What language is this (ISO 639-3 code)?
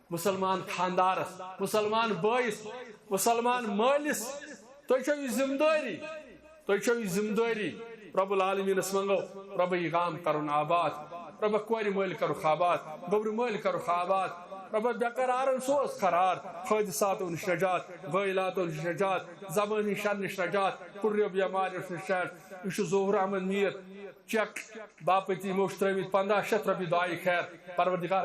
kas